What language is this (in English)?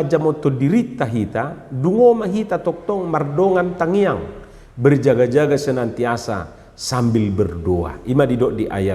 Batak Toba